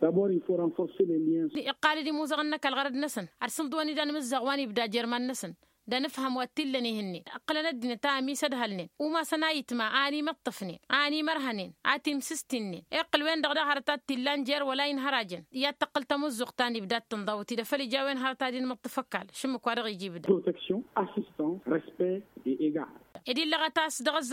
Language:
Tamasheq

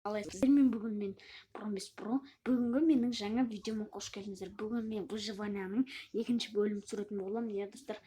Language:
Kazakh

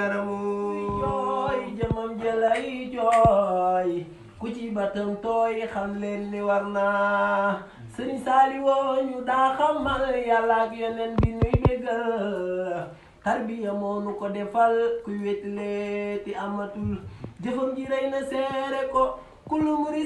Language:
Wolof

